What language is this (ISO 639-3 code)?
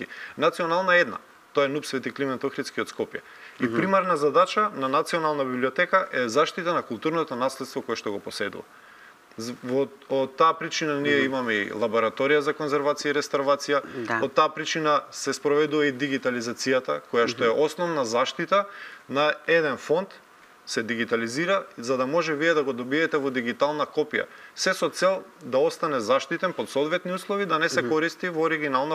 mkd